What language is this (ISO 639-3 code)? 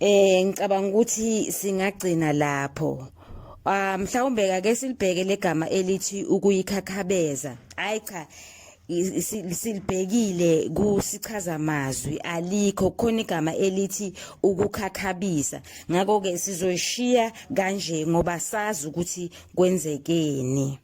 zul